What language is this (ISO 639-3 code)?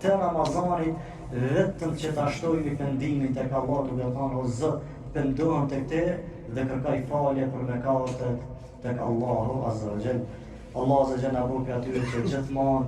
sqi